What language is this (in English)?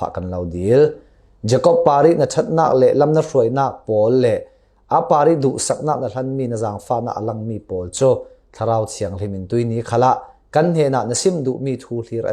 Falam Chin